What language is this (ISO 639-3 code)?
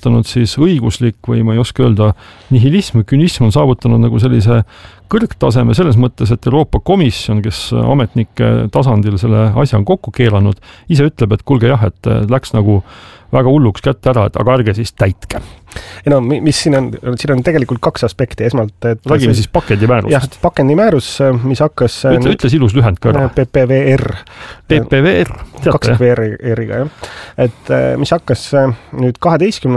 est